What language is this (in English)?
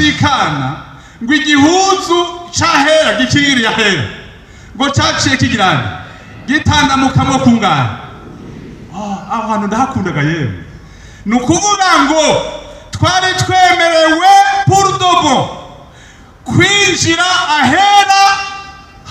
Rundi